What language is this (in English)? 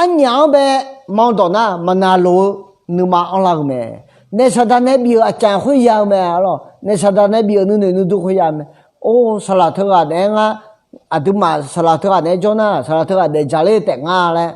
Akha